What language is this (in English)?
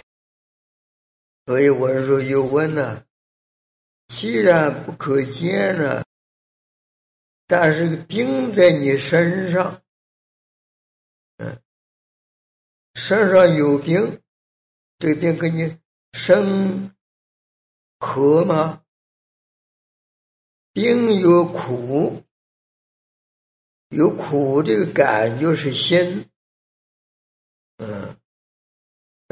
Chinese